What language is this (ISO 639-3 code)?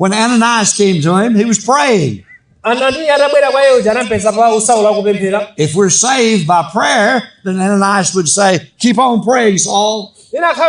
nya